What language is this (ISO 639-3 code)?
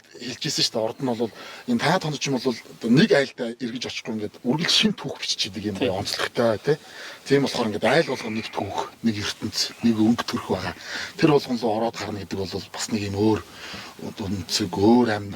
mon